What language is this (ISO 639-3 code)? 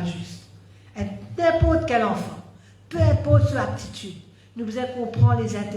mfe